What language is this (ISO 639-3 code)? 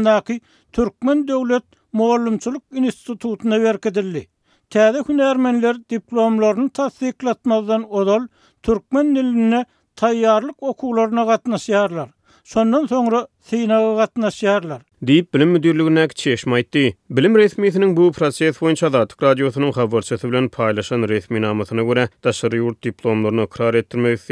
tuk